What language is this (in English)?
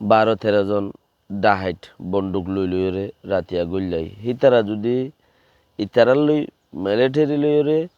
Rohingya